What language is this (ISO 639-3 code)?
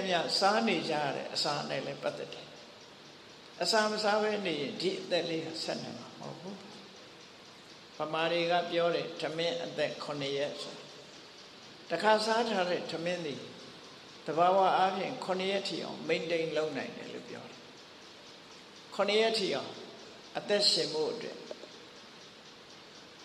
mya